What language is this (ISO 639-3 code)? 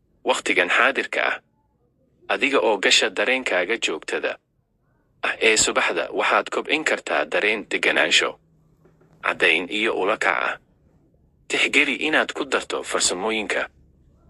som